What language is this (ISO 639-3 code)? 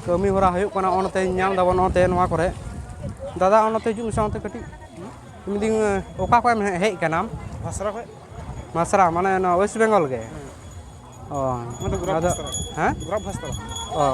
sat